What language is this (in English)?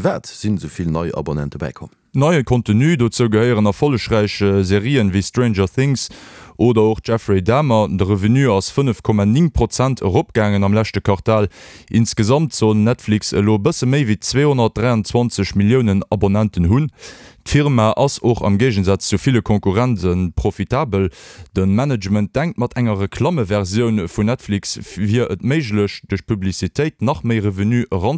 Luxembourgish